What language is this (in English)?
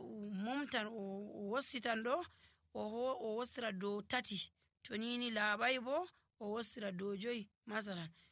Nigerian Fulfulde